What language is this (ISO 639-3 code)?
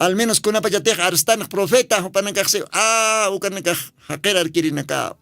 aym